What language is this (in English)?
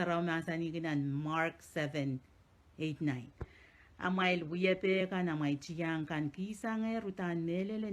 Pohnpeian